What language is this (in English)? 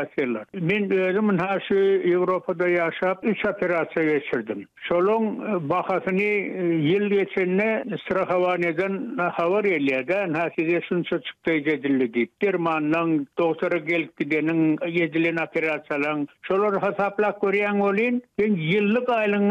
Turkmen